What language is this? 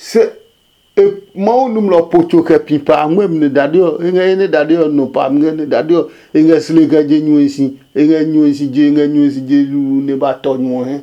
Adangme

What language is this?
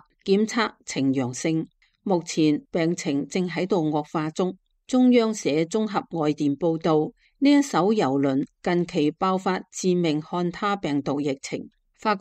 Cantonese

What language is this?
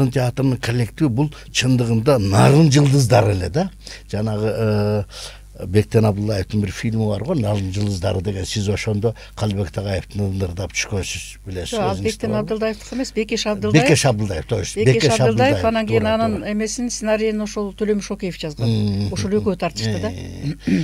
Kyrgyz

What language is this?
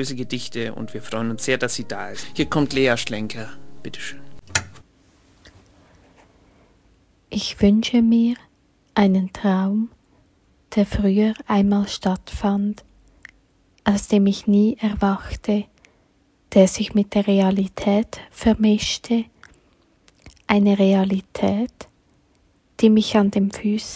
German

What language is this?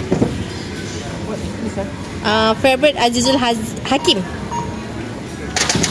Malay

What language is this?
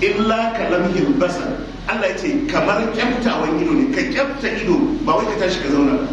Hausa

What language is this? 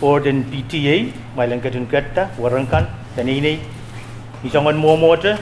Pohnpeian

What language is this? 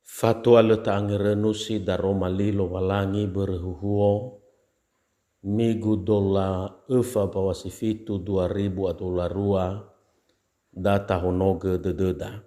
Nias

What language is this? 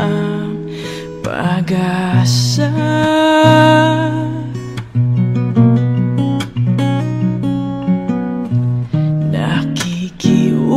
Filipino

